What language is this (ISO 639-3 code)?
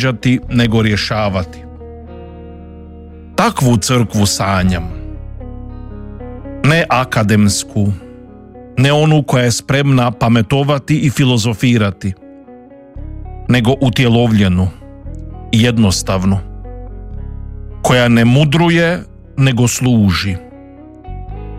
hrv